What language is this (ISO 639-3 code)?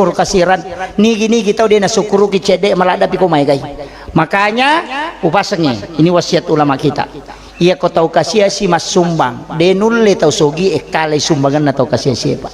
bug